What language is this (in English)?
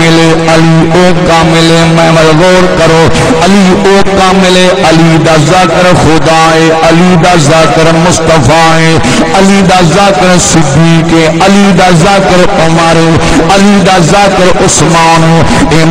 Saraiki